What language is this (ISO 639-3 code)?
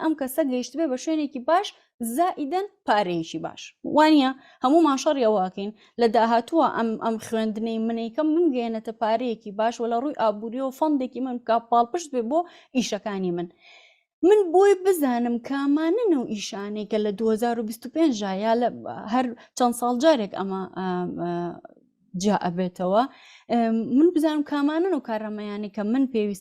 ckb